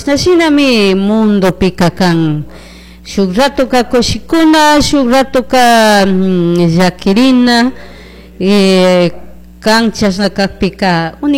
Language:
Chimborazo Highland Quichua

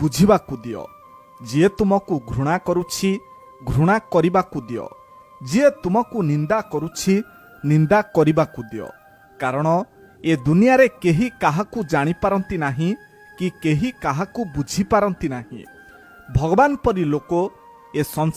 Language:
Odia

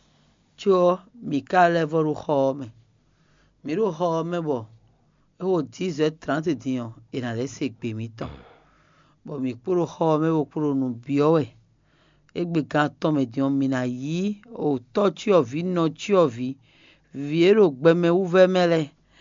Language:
Fon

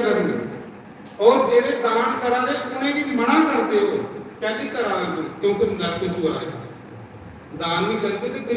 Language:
Dogri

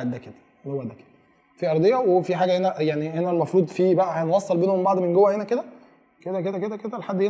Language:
Egyptian Arabic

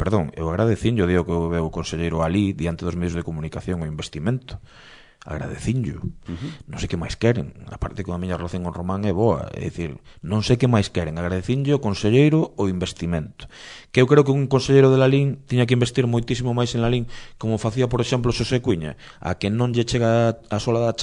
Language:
Galician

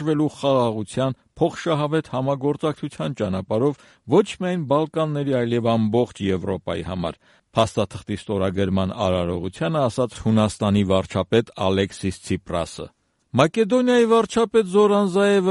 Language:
Armenian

